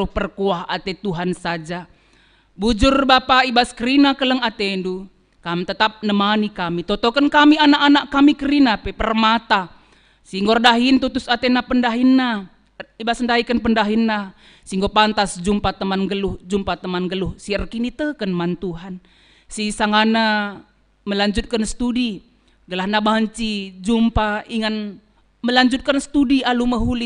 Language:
Batak Karo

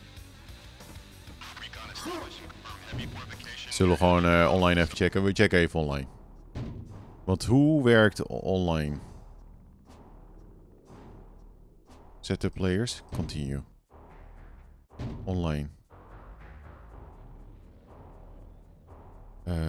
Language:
Dutch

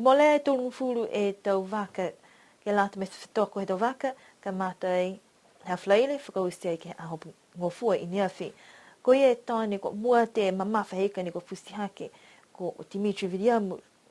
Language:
Niuean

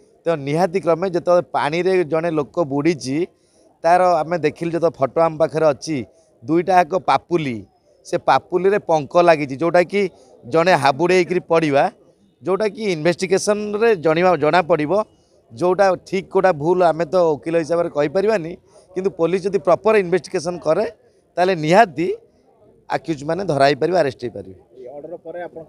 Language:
Odia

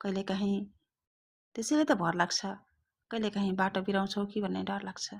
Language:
Nepali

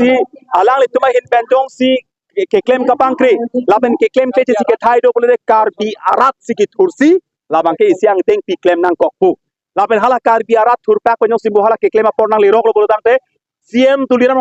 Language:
Karbi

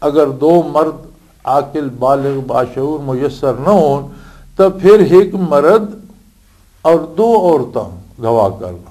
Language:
Western Panjabi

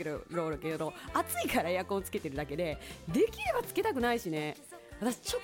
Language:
Japanese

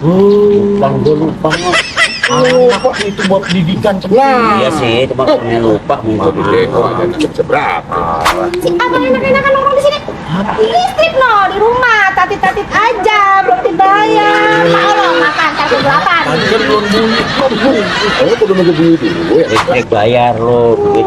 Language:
Betawi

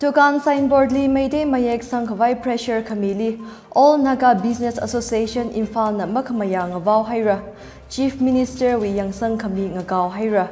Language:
Tangkhul Naga (India)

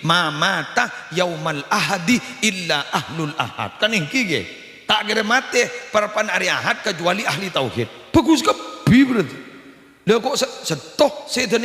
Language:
Madurese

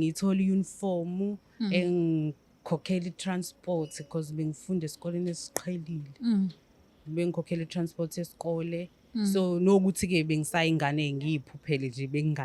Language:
Zulu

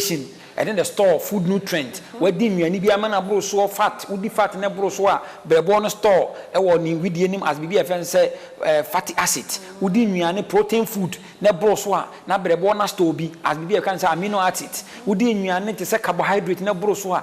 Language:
Akan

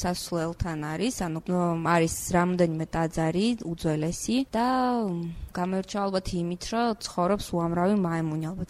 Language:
Georgian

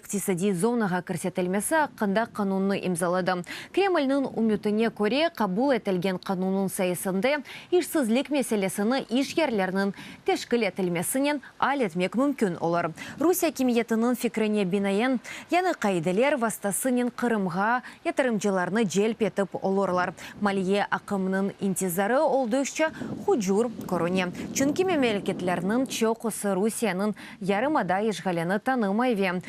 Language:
Crimean Tatar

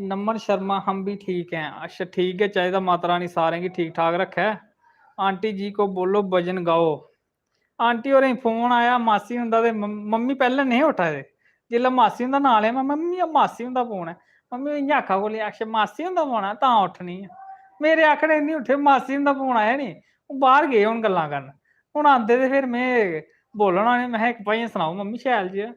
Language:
Dogri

